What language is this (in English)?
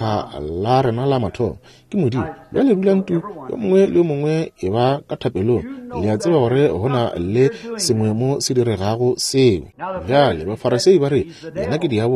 Northern Sotho